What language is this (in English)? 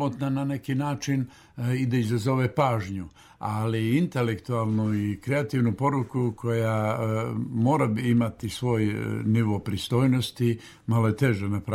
Croatian